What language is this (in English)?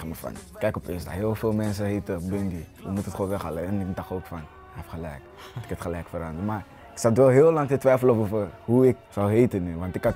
Dutch